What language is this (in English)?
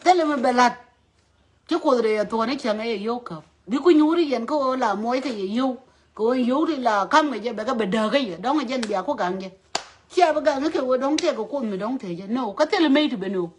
Nuer